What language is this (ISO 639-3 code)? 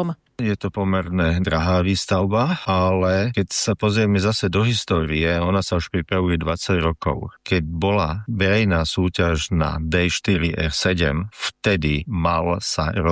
slk